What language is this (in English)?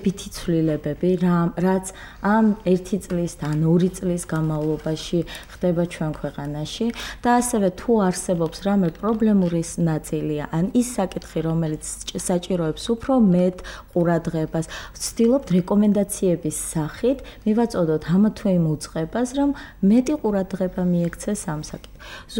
Georgian